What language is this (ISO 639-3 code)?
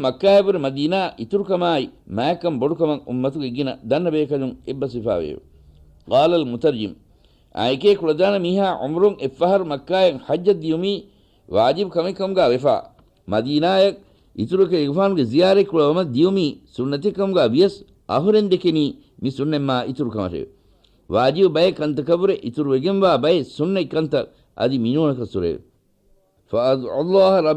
div